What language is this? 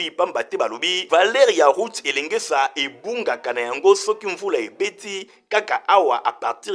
Lingala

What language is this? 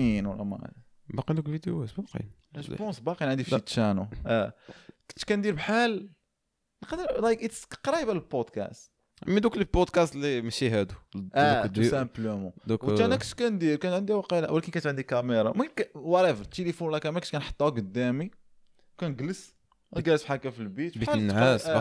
Moroccan Arabic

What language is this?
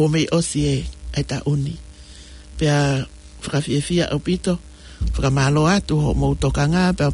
Tongan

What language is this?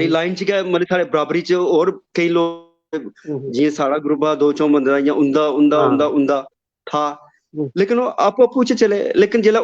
Dogri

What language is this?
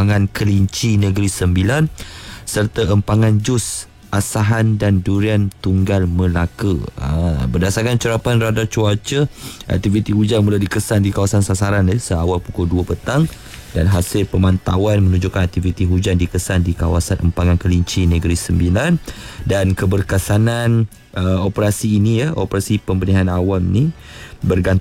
Malay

